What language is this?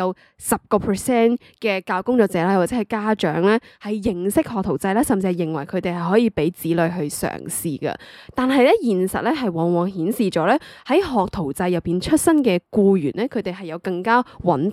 Cantonese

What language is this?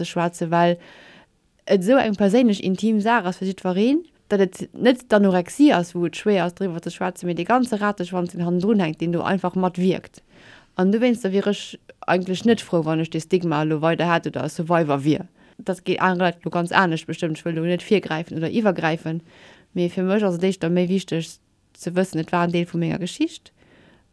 Luxembourgish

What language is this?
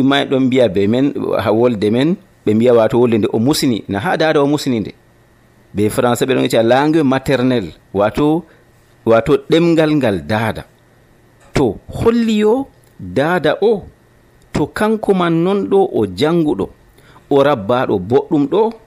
Nigerian Fulfulde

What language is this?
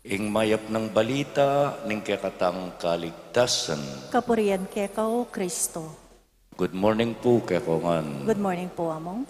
Pampanga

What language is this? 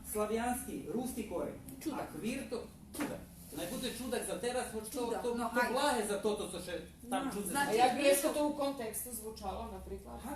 Rusyn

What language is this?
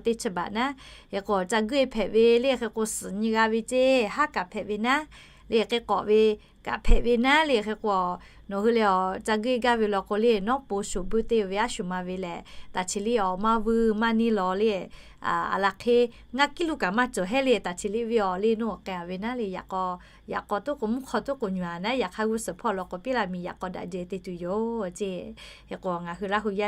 Lahu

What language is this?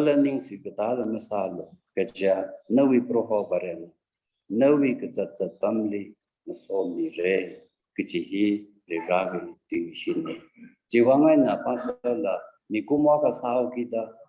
Tangkhul Naga (India)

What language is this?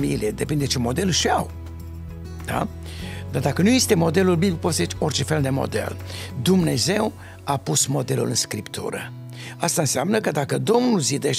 Romanian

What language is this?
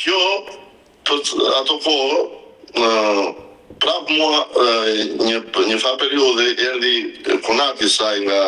Albanian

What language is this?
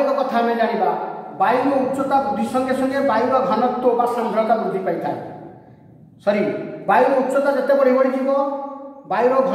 Odia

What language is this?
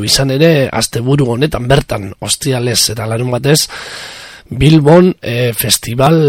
Basque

